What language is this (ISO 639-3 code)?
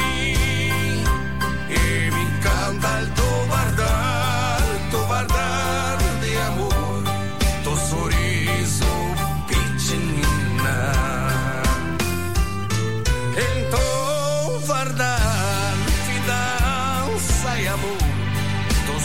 ita